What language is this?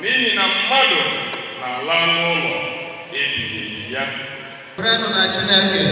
Igbo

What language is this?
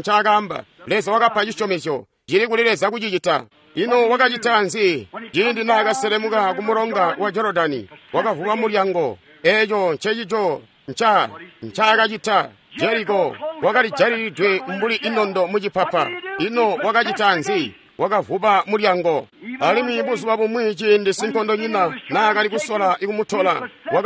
Tonga (Zambia)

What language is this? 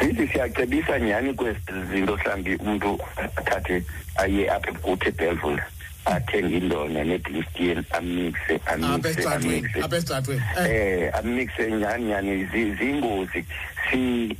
Xhosa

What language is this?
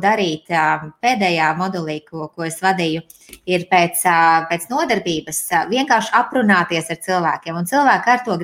Latvian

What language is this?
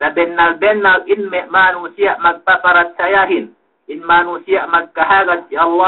Yakan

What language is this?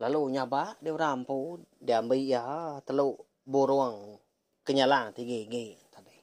Iban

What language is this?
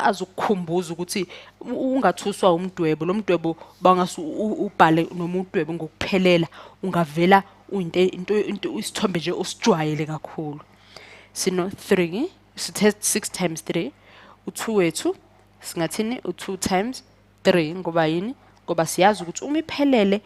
Zulu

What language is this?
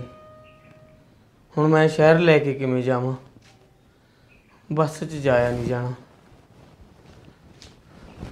Punjabi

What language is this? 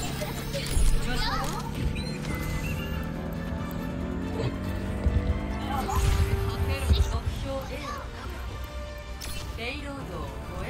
Japanese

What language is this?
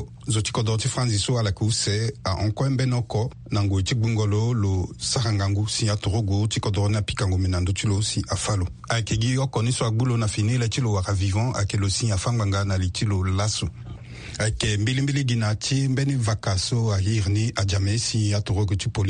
Sango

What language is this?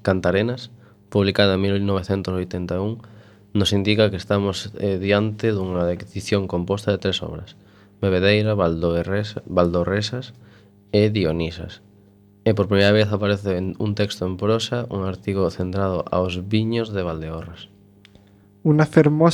Galician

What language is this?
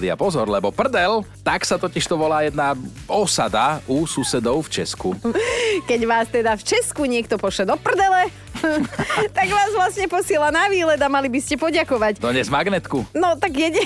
Slovak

